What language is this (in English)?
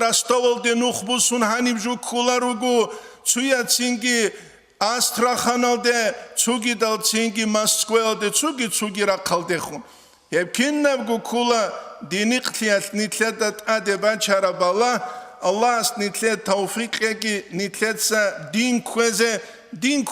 Avaric